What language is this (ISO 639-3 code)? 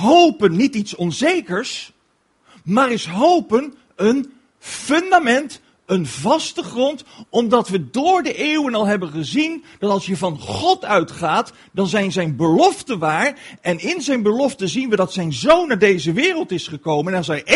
nld